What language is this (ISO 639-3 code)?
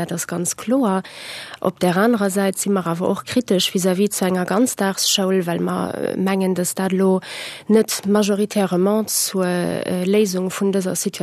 ltz